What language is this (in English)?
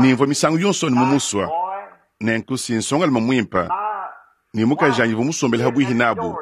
Luba-Lulua